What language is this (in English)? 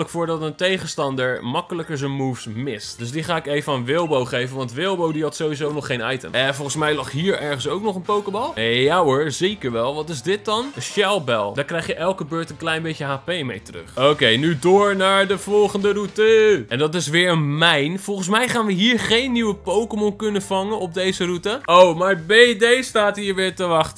Dutch